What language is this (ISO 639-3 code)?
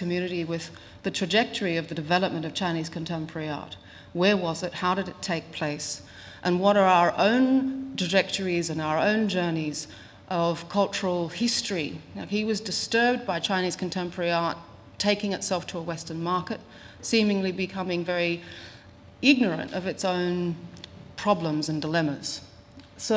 eng